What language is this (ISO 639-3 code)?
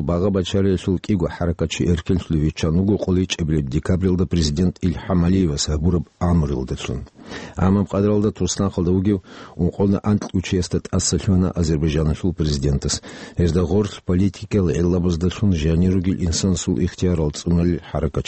ava